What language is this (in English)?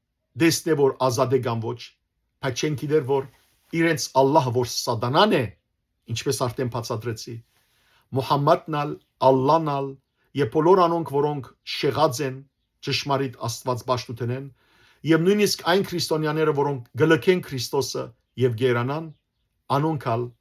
Western Armenian